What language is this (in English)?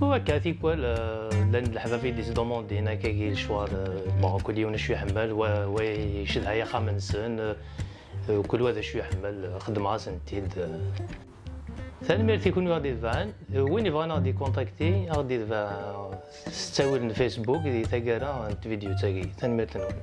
Kabyle